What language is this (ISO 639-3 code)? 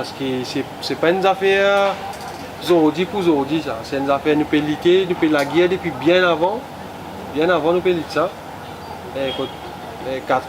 mfe